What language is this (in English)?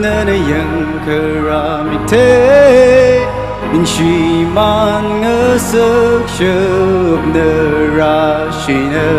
Tangkhul Naga (India)